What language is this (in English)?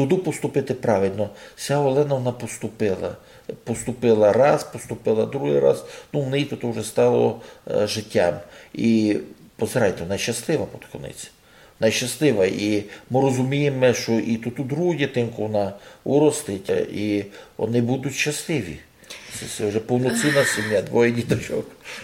Rusyn